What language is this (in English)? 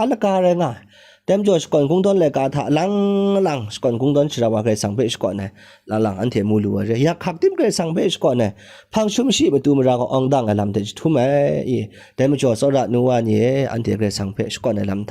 Kachin